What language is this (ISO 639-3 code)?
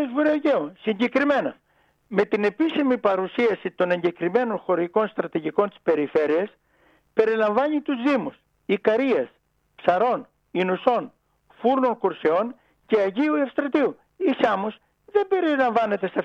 ell